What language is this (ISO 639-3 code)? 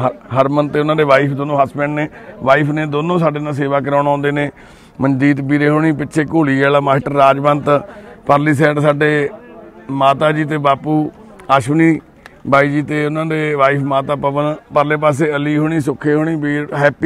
pan